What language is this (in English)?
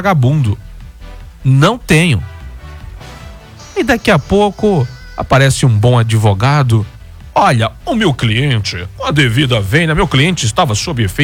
Portuguese